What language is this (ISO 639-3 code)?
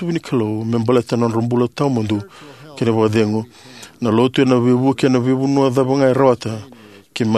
fij